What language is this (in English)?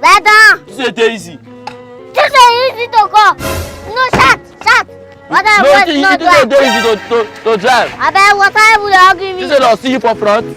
Nigerian Pidgin